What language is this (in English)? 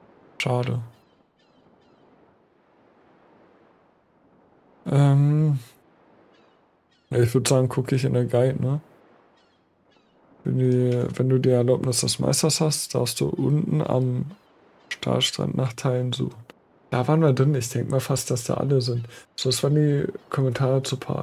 German